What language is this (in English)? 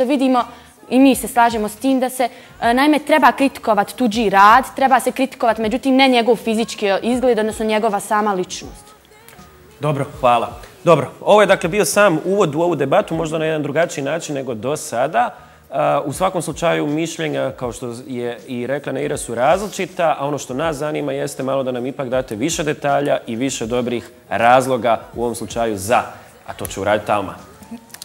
Bosnian